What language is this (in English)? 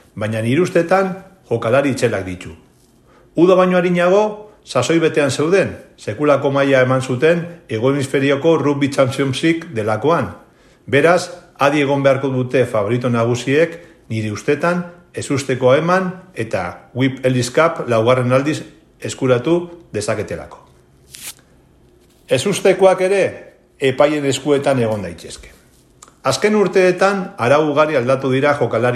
Basque